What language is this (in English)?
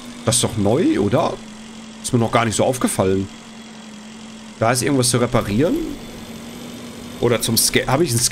German